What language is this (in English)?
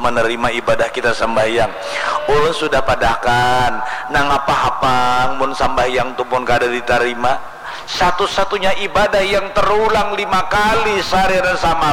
Banjar